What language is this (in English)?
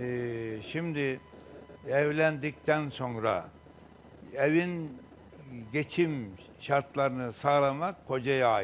Turkish